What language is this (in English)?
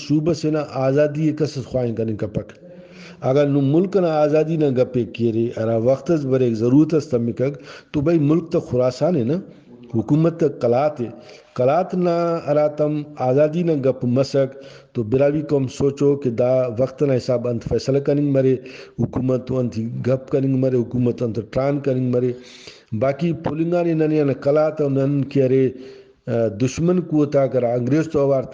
Brahui